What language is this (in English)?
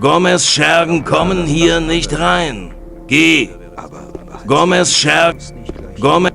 Bavarian